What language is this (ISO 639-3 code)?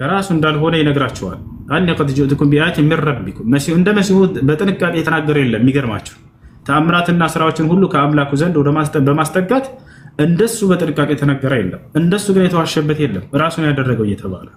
amh